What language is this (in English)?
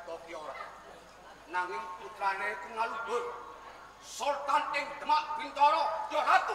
Javanese